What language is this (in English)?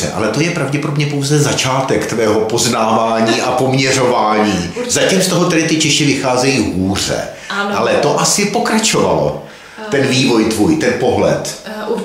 Czech